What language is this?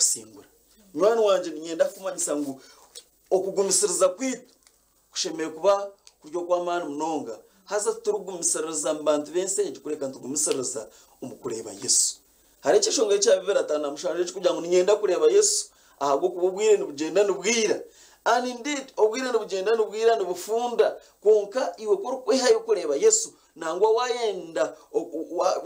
Nyankole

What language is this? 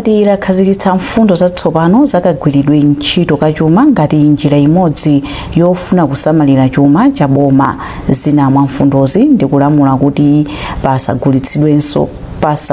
Nyanja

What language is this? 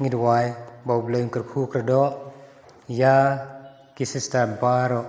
Khasi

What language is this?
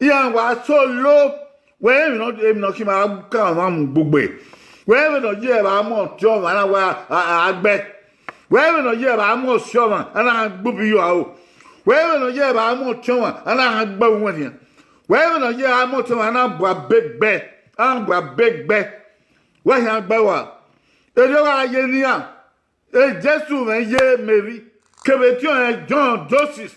Bini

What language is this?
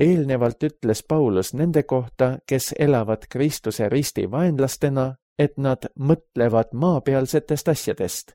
Estonian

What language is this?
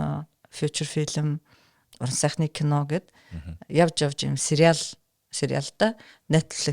Mongolian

